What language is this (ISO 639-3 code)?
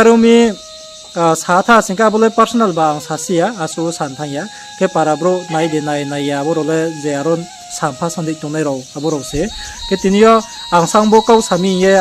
ria